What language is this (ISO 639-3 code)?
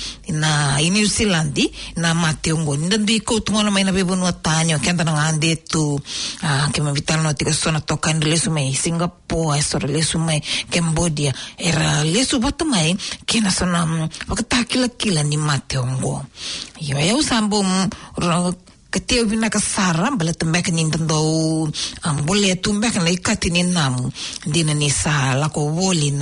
fij